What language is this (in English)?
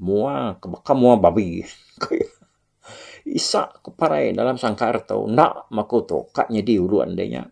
Iban